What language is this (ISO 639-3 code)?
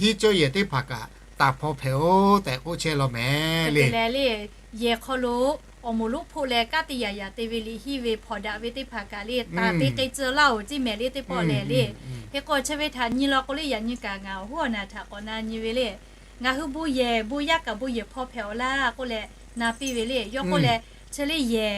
lhu